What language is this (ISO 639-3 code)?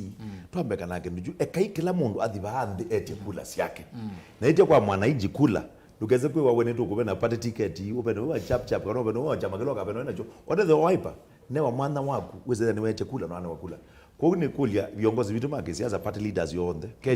kam